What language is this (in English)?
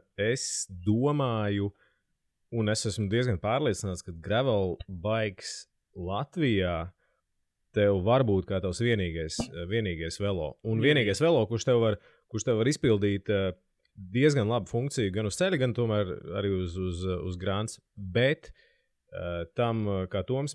Latvian